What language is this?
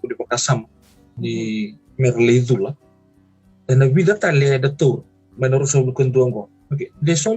Fijian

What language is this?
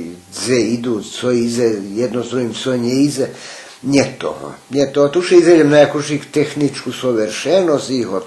Rusyn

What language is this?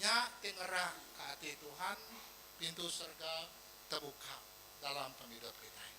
Iban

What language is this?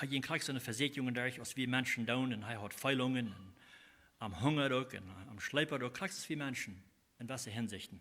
Plautdietsch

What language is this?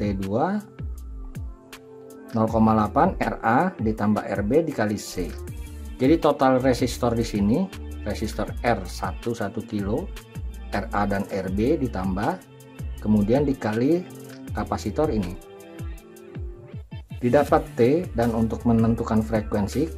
Indonesian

